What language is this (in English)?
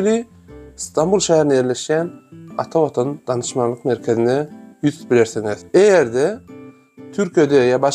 Turkmen